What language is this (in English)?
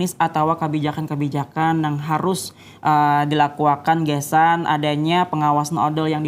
Banjar